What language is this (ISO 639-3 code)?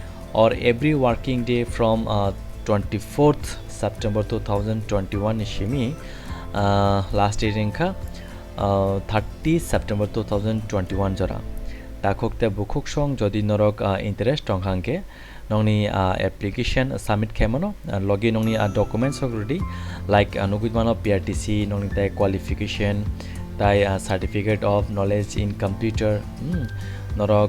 trp